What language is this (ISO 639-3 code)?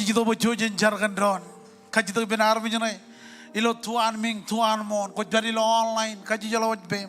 mah